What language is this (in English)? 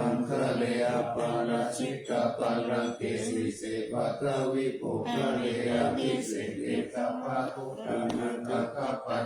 Pali